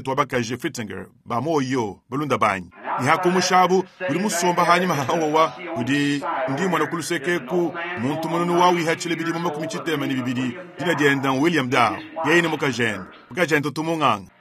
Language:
Luba-Lulua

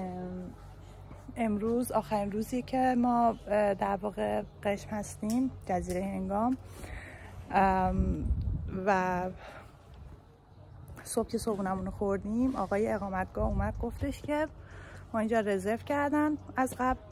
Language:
Persian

